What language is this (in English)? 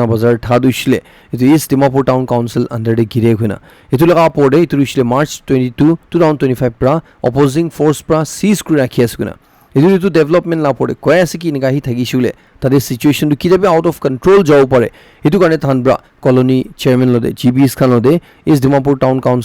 Naga Pidgin